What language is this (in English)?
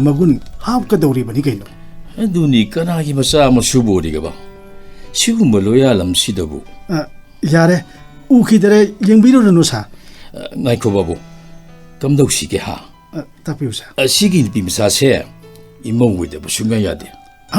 Manipuri